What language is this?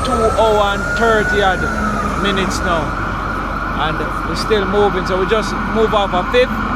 Jamaican Creole English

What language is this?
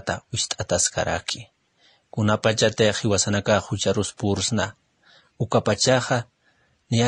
Aymara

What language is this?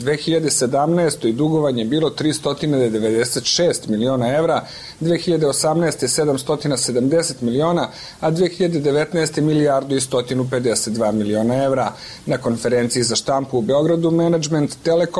Serbian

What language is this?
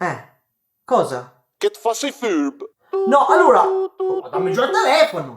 Piedmontese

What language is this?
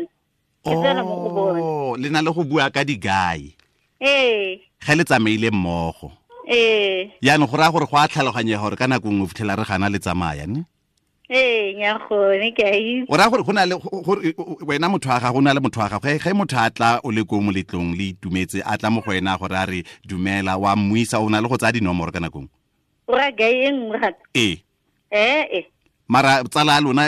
Tswana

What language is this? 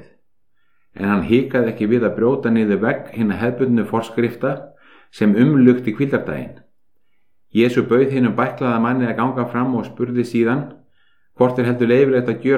Icelandic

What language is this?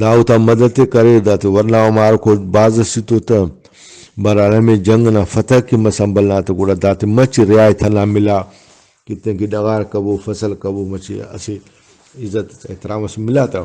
Brahui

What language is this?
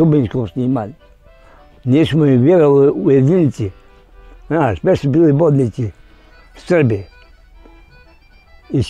Bosnian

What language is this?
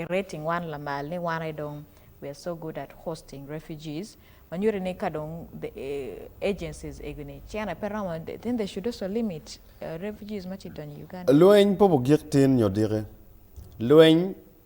Acoli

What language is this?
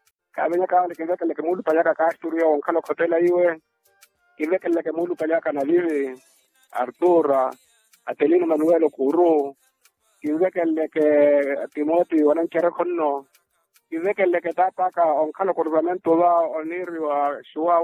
Makhuwa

